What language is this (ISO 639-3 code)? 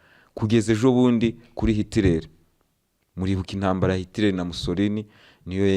kin